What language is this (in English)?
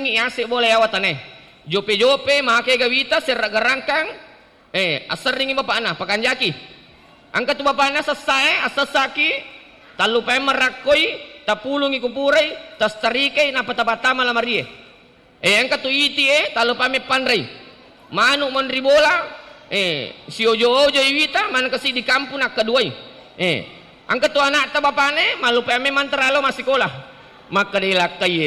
Buginese